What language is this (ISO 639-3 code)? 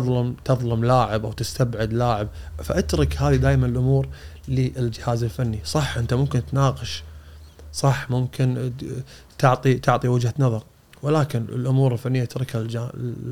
afb